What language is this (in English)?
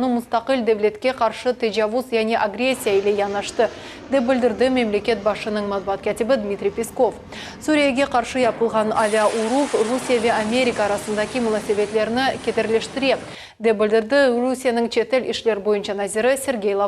Crimean Tatar